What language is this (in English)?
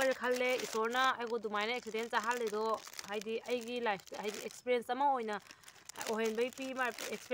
Manipuri